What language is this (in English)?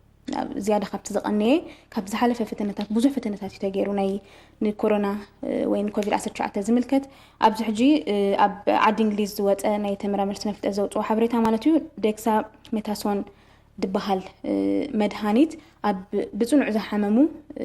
Tigrinya